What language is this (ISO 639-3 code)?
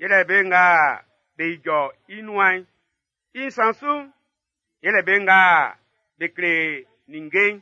bci